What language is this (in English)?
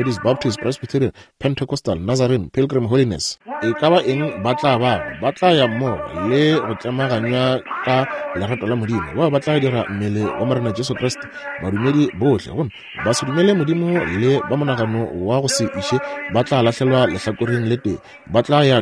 Northern Sotho